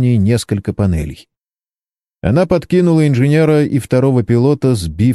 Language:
Russian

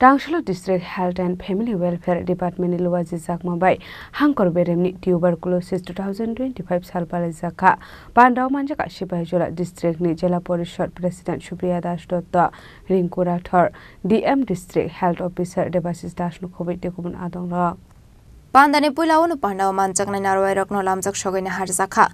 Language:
Kok Borok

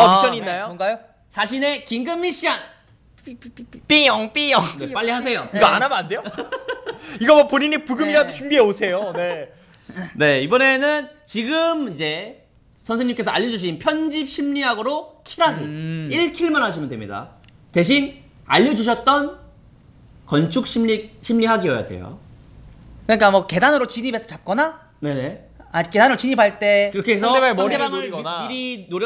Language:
Korean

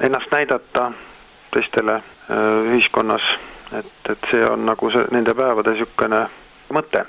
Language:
Estonian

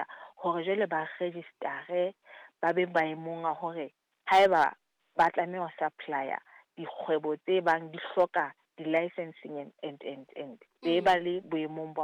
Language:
Southern Sotho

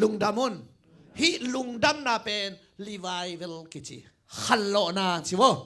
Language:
Tedim Chin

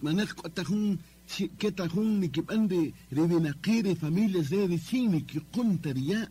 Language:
Kaqchikel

